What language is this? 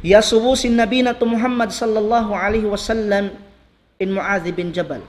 Tausug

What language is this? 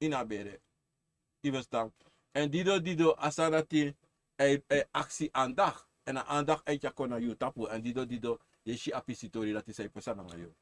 Sranan Tongo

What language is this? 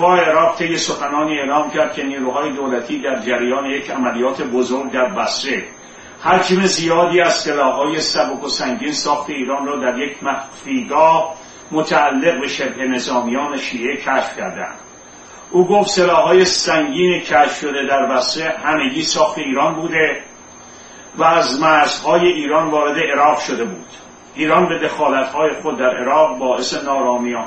Persian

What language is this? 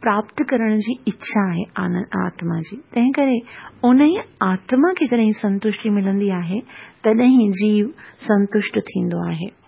Sindhi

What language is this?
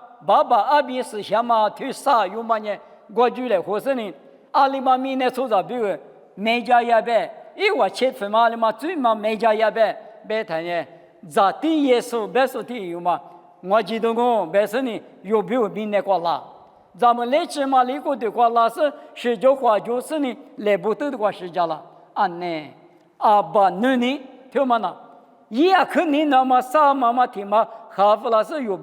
Lisu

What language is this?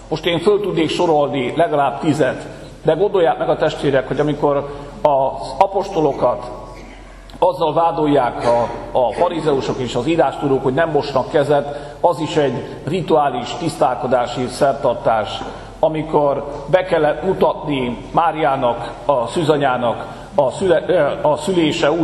Hungarian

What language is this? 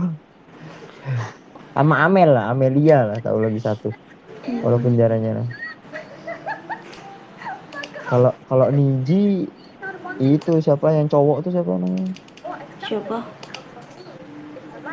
Indonesian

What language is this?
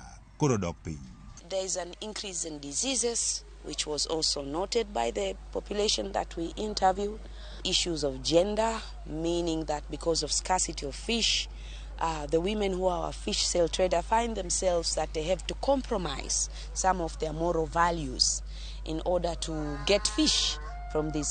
Luo (Kenya and Tanzania)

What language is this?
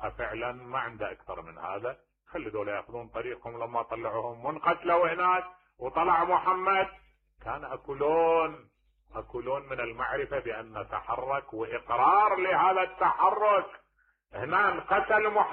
Mesopotamian Arabic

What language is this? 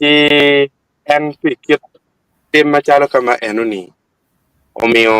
Acoli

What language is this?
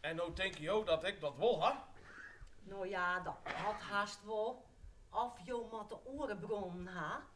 Western Frisian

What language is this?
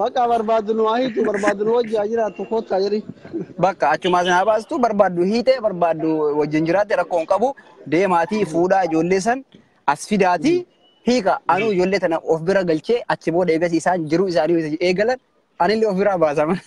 Oromo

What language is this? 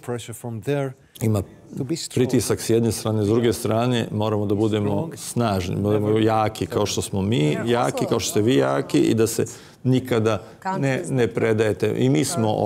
Serbian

